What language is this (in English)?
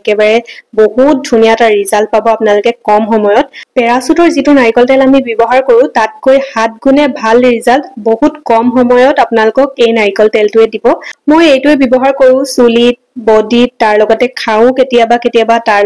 Assamese